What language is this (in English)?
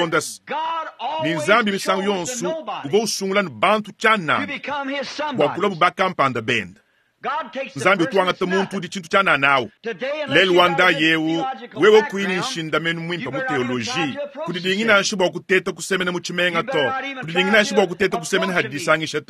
Luba-Lulua